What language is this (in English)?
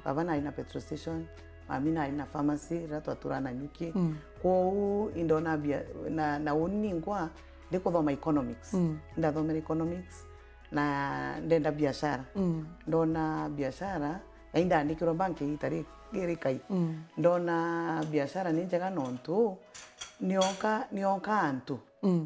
Meru